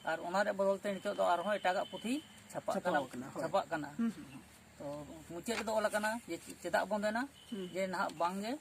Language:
Santali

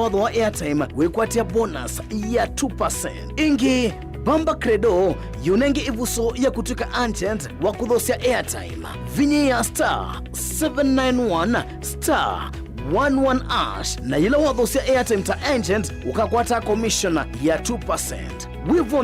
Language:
Kamba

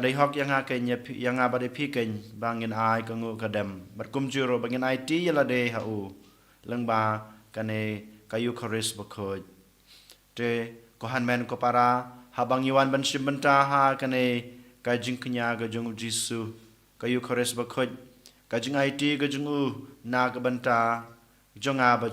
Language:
Khasi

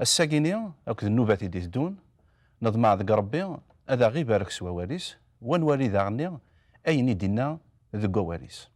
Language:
Kabyle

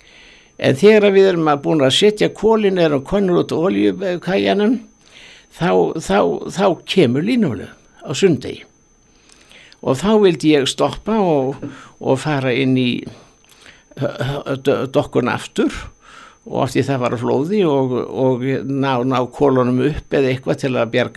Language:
Icelandic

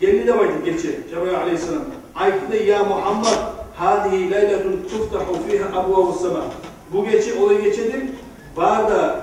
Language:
Kumyk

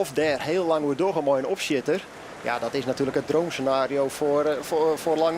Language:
Western Frisian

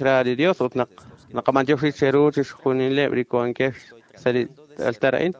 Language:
Kekchí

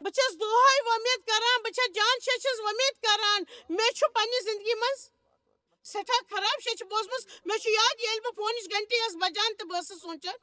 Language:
Kashmiri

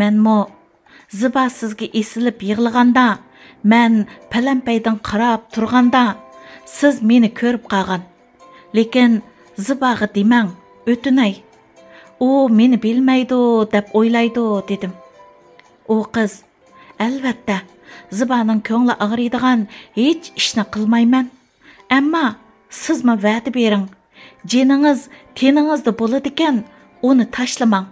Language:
Uyghur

